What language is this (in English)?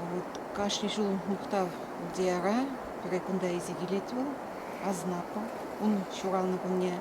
Chuvash